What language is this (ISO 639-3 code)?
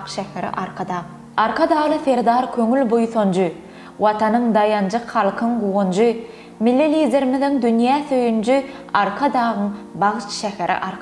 tuk